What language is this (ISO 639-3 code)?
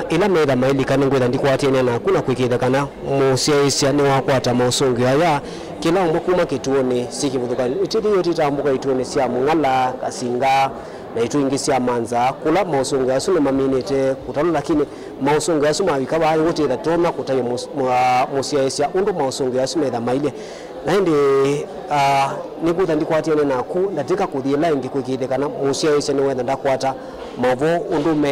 kam